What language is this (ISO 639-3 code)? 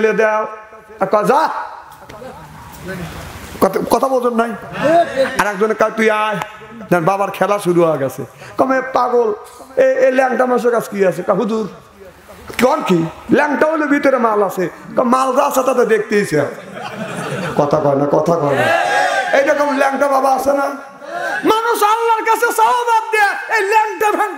ben